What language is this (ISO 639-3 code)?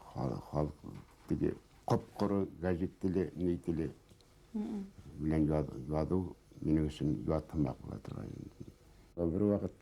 bak